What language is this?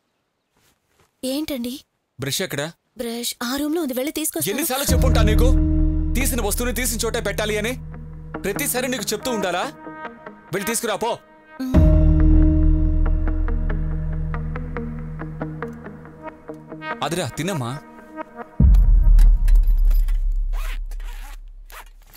Telugu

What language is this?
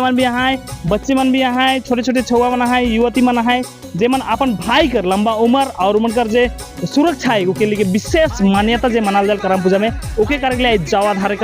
Sadri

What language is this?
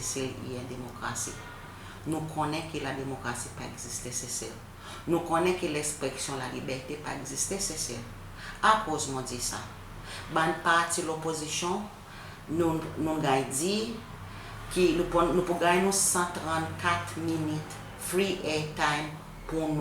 Seselwa Creole French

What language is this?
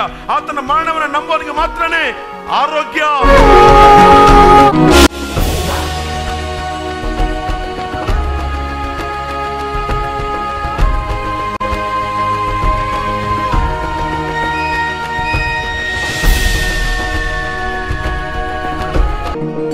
Kannada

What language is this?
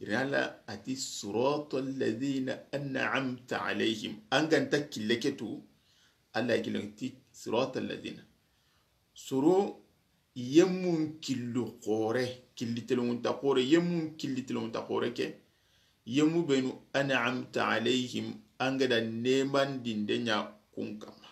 Soninke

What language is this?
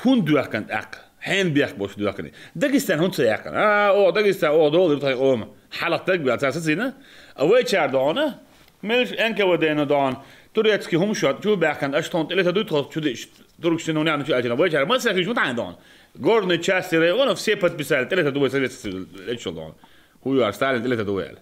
Chechen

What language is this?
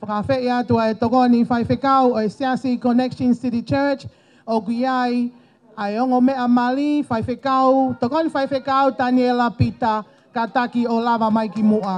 Tongan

